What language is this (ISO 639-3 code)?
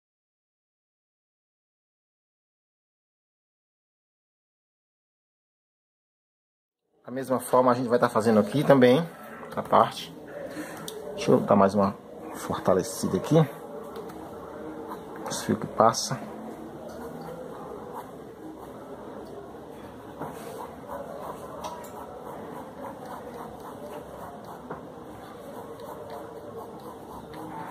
por